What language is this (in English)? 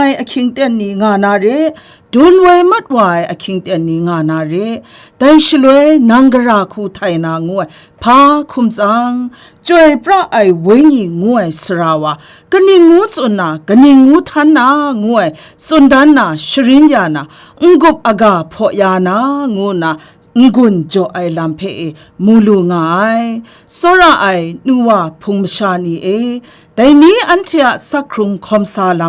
Kachin